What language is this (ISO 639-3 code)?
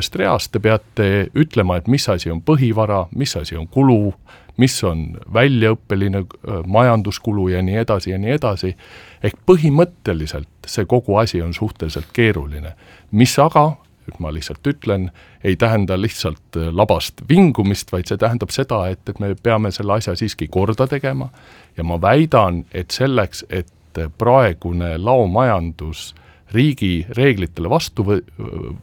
est